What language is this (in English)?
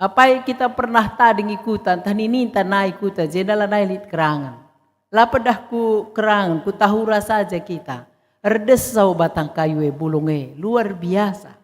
Batak Karo